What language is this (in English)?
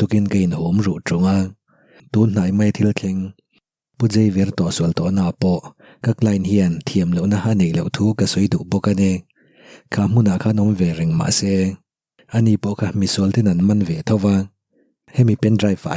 Mizo